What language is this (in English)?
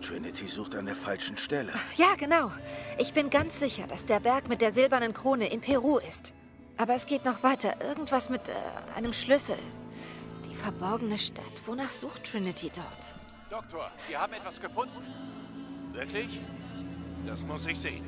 Swiss German